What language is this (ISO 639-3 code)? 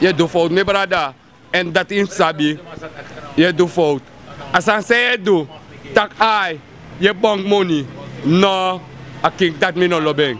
srn